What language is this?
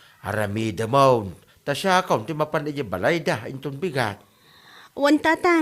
Iloko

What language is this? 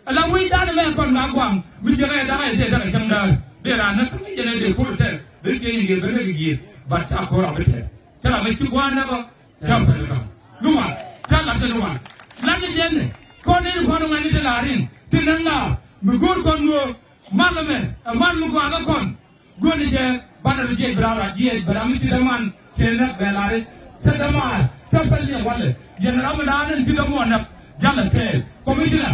Nuer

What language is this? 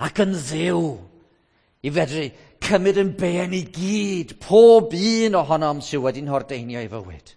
Welsh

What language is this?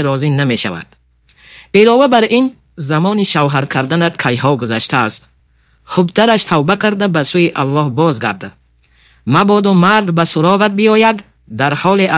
Tajik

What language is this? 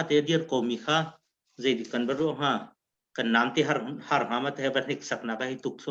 Hakha Chin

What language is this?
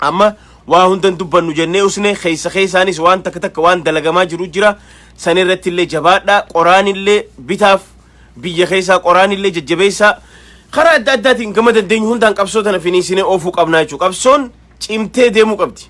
Oromo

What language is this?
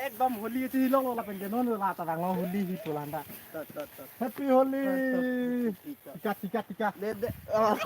Karbi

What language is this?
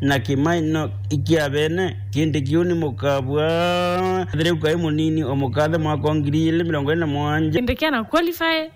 Meru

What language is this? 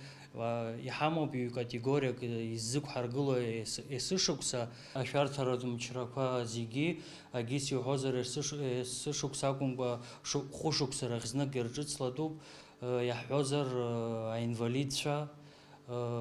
Abkhazian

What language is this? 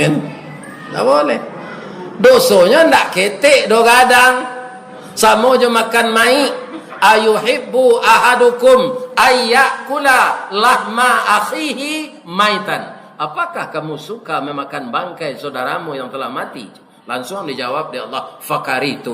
Minangkabau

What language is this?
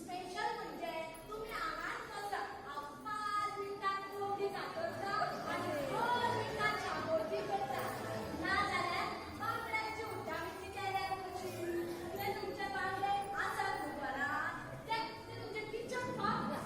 Konkani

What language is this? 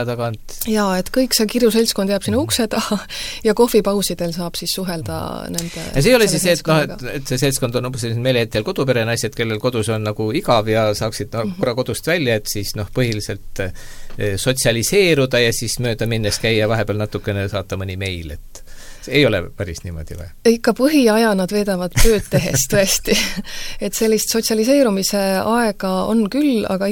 Estonian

